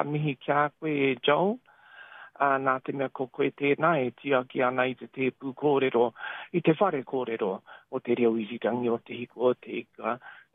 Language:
Māori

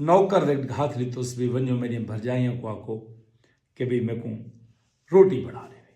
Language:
Saraiki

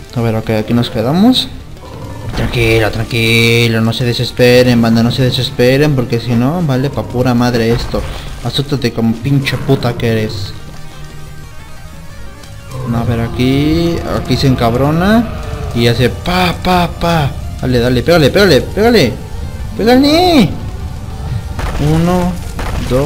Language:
Spanish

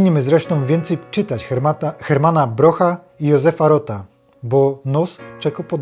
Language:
Silesian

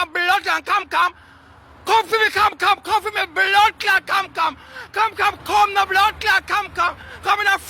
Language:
Jamaican Creole English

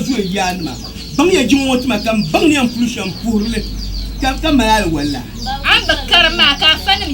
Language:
Dagbani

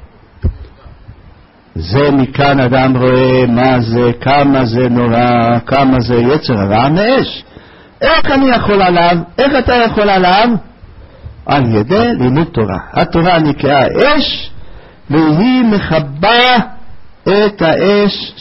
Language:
Hebrew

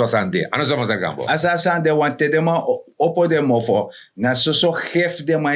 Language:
Sranan Tongo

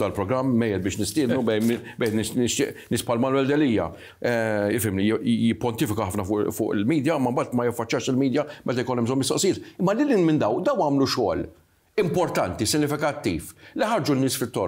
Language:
Maltese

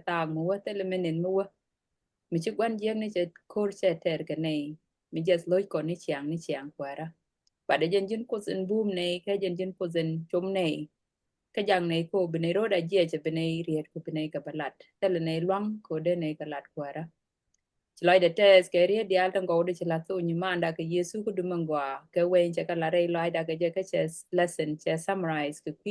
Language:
Nuer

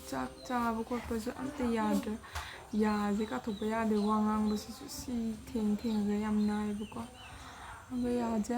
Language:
Manipuri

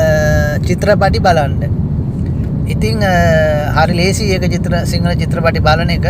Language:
Sinhala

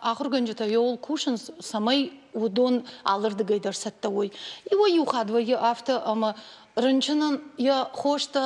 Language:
Ossetic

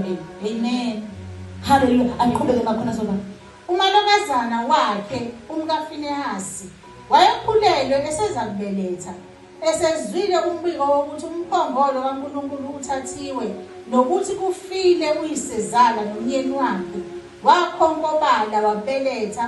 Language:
Zulu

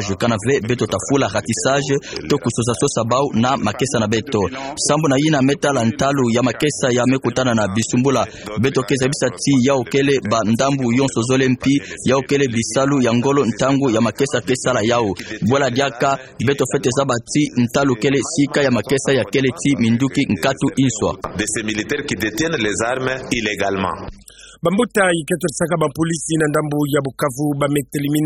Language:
Kituba (Democratic Republic of Congo)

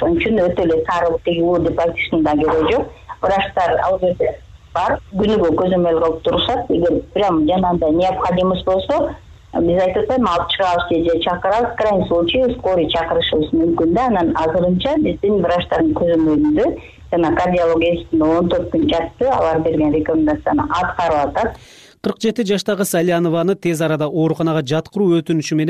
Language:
Kyrgyz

